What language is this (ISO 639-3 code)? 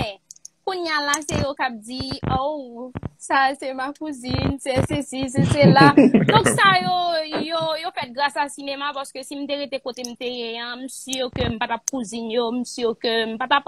hat